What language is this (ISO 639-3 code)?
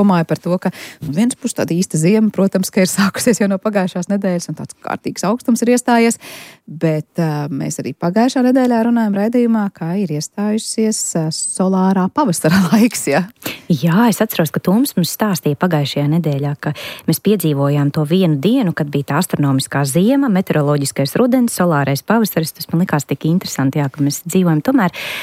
lav